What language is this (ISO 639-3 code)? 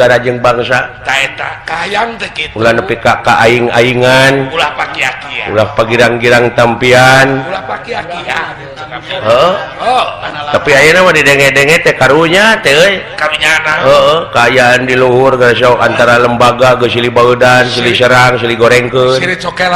sun